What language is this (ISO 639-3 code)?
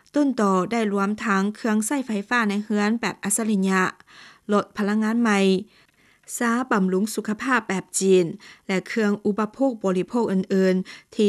lao